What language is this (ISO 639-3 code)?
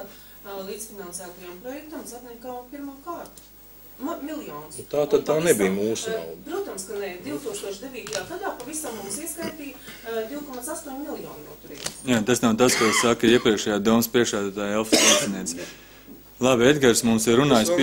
lav